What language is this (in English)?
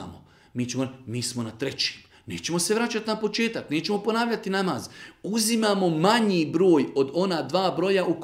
Bosnian